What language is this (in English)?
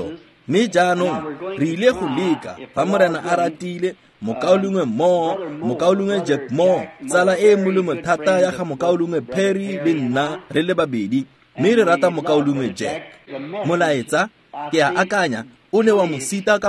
Tswana